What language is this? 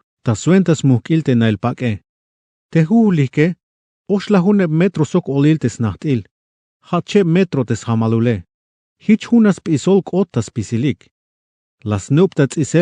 Tzeltal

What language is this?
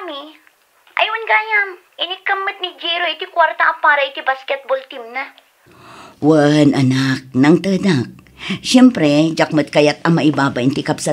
Iloko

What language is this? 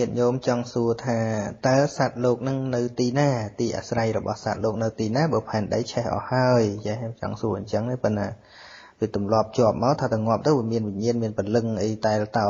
Khmer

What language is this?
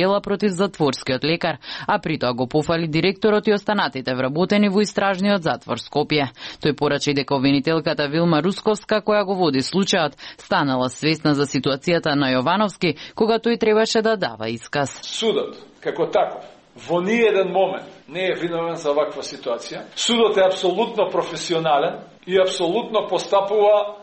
Macedonian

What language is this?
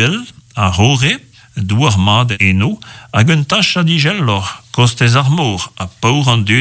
Breton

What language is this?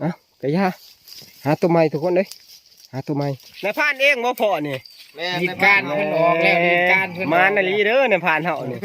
Northeastern Thai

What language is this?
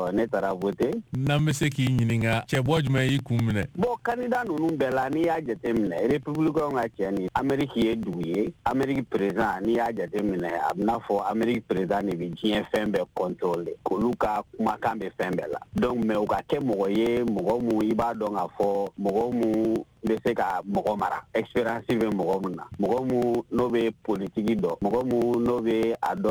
Bambara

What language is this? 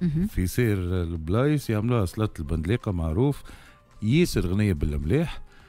Tunisian Arabic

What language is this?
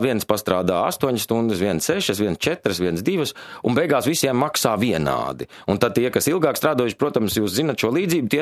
Latvian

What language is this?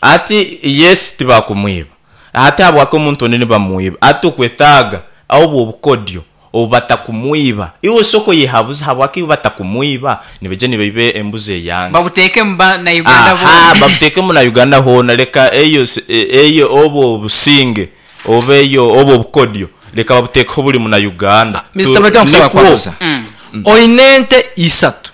Nyoro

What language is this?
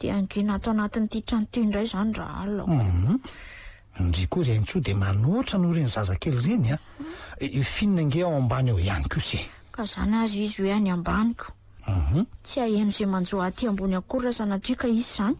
Malagasy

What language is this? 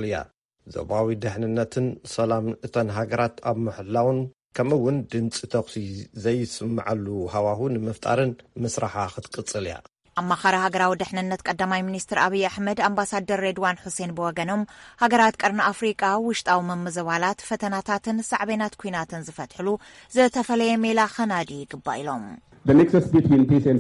Tigrinya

